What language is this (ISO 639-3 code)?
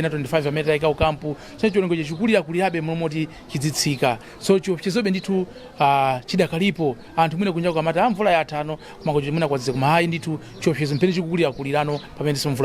nya